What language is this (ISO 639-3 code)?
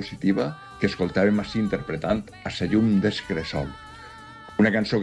cat